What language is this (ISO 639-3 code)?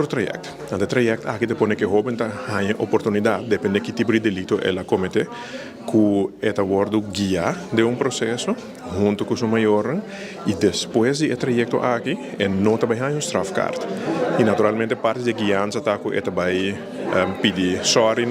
pap